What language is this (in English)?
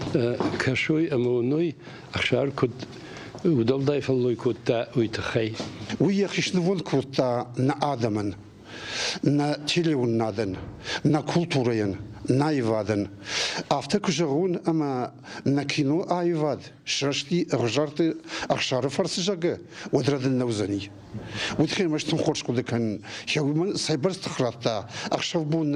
Ossetic